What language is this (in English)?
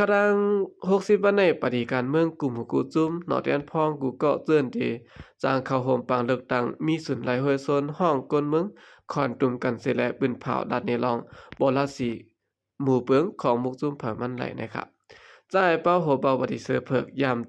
Shan